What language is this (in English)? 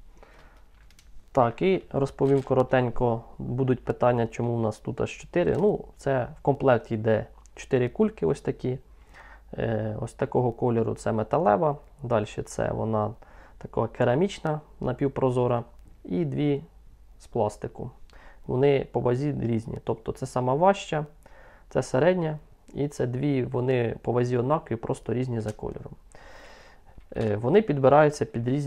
Ukrainian